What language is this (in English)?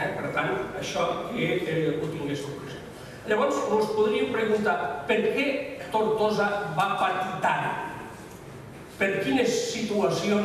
Catalan